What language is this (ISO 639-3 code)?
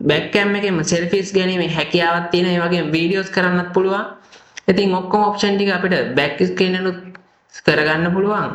sin